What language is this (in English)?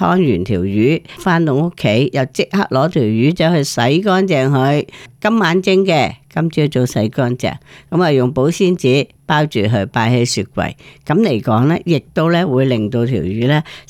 Cantonese